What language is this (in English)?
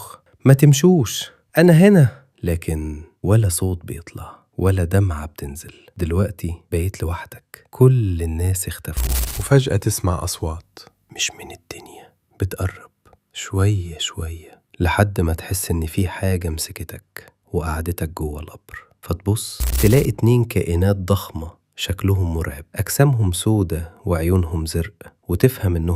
Egyptian Arabic